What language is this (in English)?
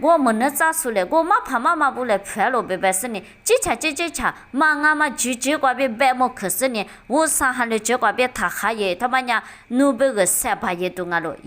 Lisu